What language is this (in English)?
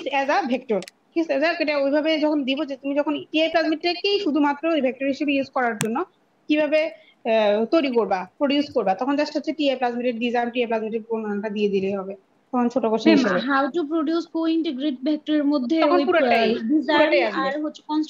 Bangla